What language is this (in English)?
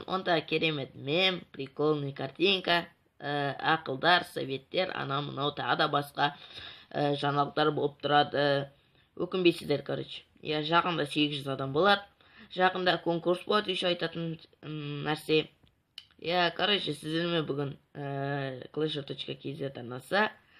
Kazakh